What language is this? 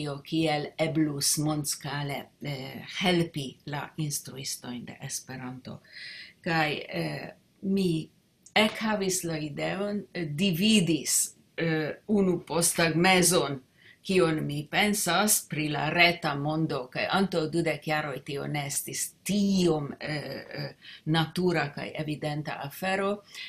Esperanto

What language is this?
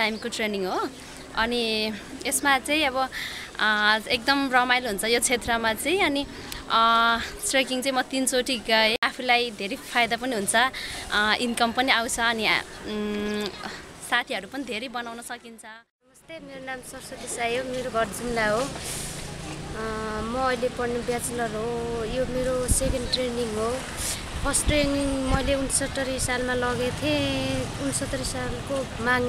Nepali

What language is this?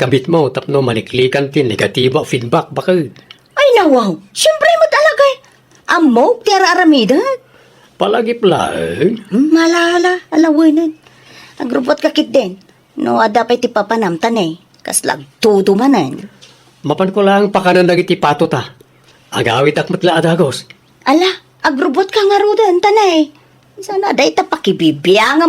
Iloko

